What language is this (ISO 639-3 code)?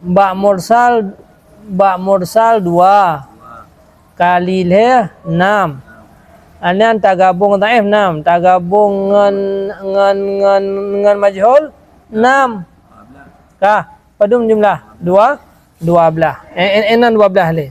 ace